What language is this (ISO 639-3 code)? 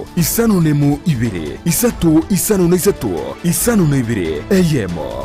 guz